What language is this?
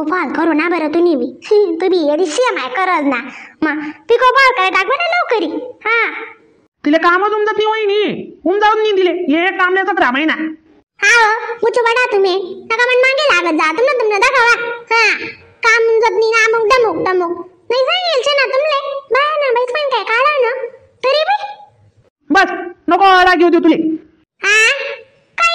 Khandesi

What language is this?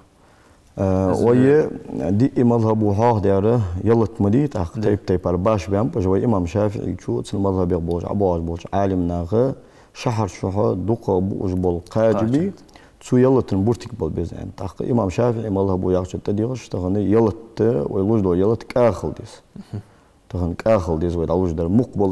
Ingush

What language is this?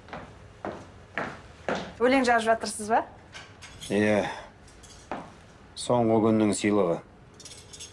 Kazakh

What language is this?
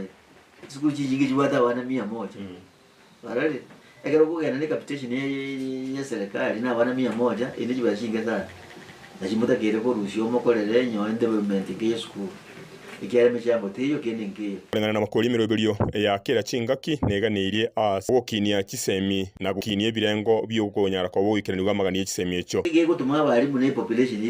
Gusii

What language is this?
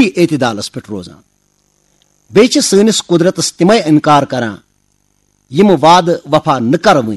Kashmiri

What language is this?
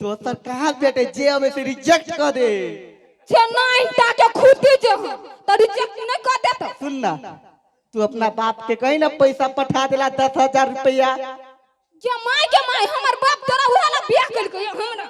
Maithili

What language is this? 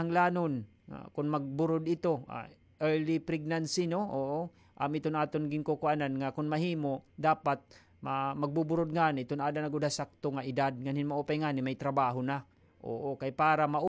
Waray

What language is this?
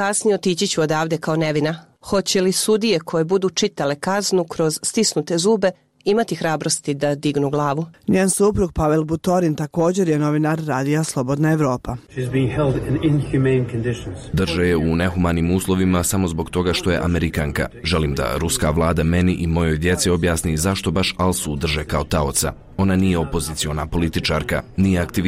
Bosnian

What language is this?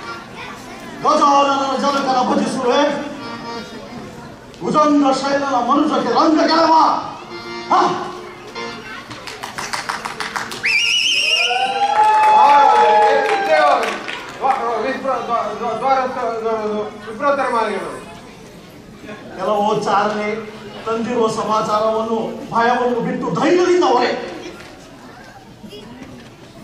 Kannada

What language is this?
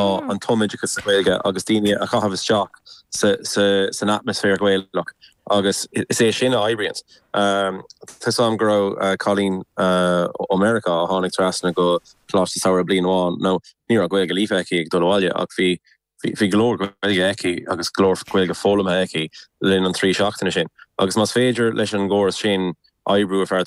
Irish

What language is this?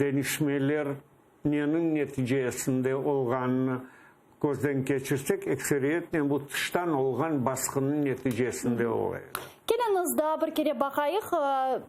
Crimean Tatar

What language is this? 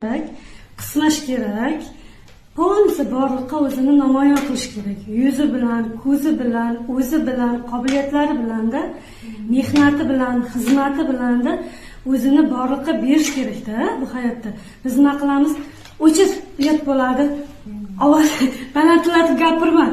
Uzbek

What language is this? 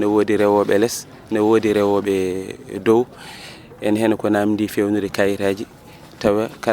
Fula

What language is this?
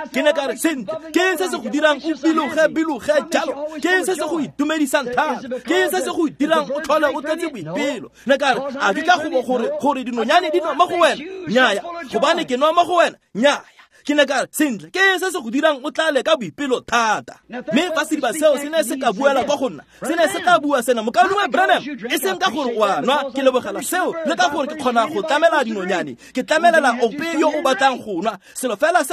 Tswana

